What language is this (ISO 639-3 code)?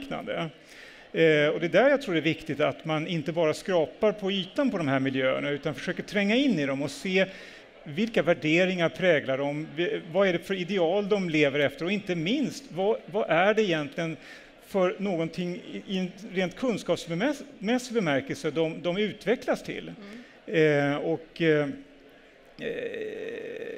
swe